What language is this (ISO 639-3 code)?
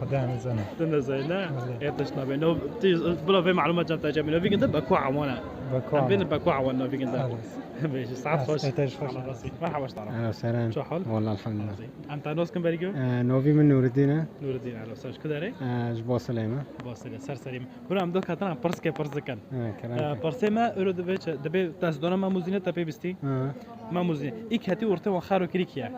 kur